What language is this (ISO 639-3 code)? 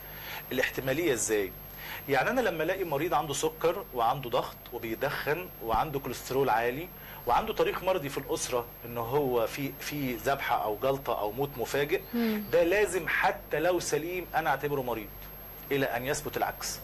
arz